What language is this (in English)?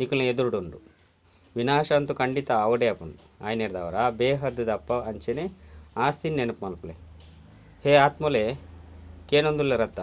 Tulu